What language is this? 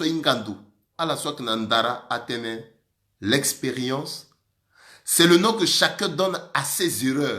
Sango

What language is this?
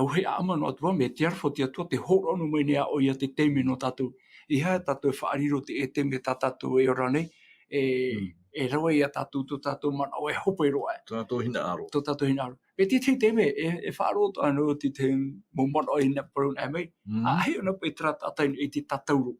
Tahitian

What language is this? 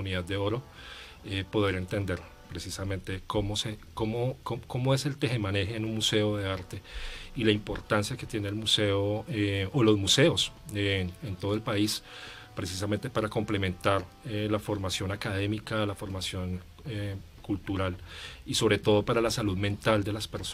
Spanish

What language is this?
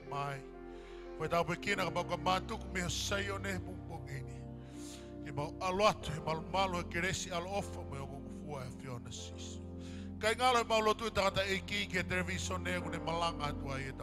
Tongan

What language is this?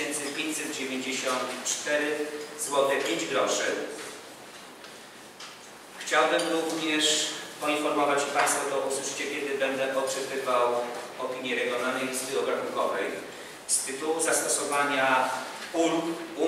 Polish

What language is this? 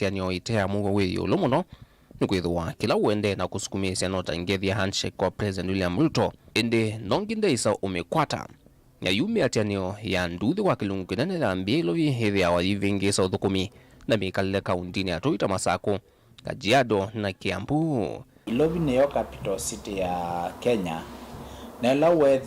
Kamba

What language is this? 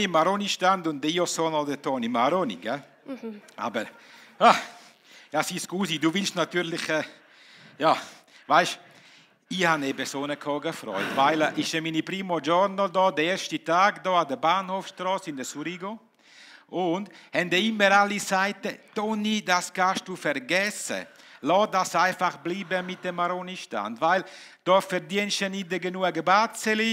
Swiss German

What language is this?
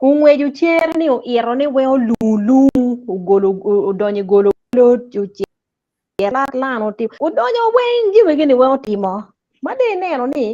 Acoli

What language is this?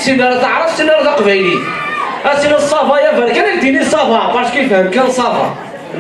Kabyle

